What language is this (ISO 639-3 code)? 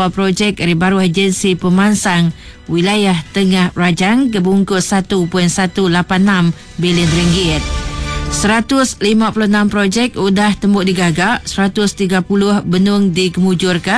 iba